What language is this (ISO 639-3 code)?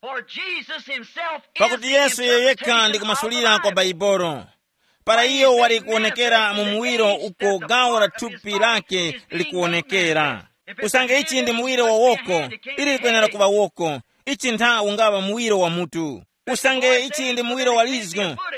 tum